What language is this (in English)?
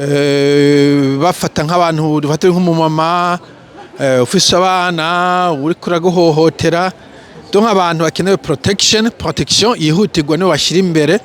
Rundi